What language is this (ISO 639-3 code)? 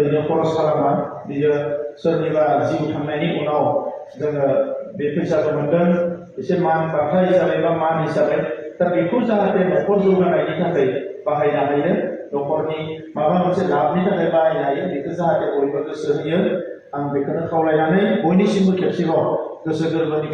brx